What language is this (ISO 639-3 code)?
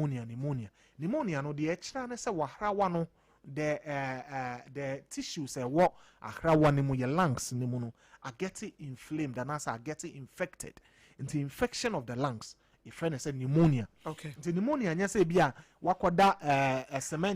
aka